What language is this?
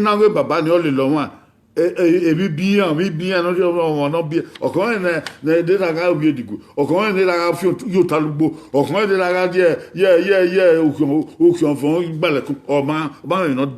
Bini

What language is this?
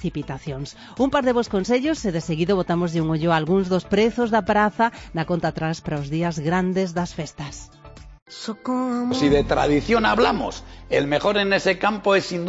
Galician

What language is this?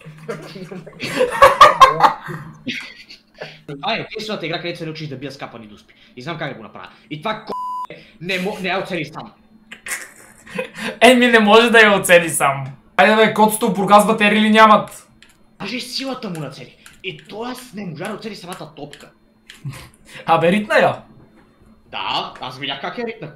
Bulgarian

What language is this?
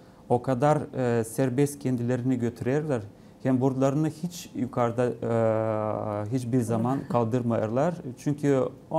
Gagauz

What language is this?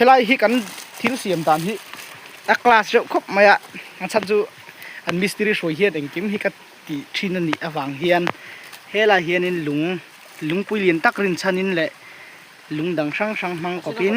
Mizo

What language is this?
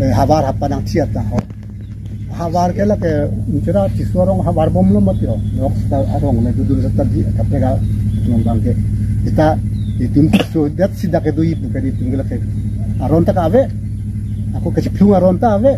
Karbi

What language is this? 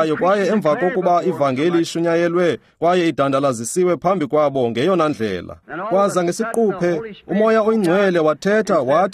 Xhosa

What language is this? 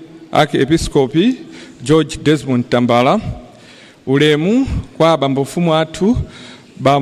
Nyanja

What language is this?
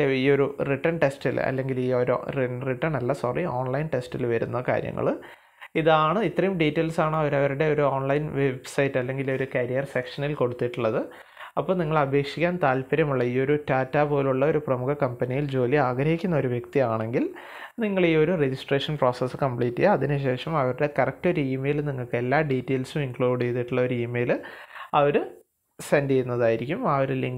Malayalam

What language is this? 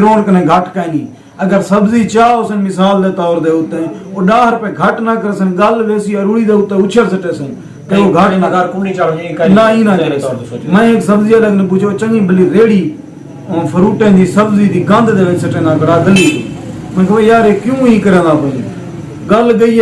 Saraiki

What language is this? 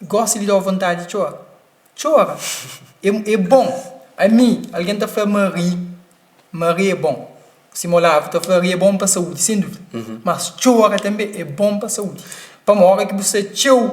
Kabuverdianu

